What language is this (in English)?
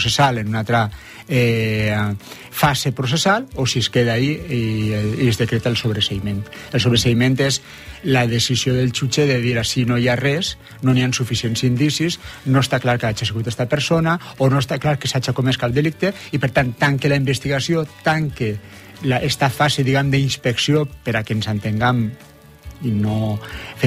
Catalan